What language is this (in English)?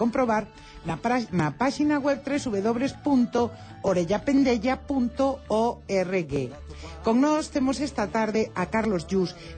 Galician